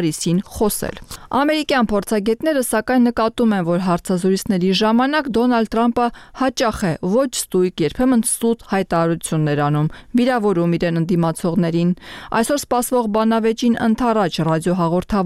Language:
Armenian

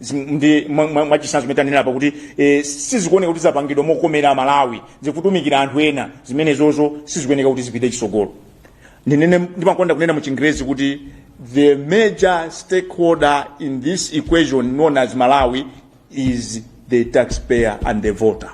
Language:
Nyanja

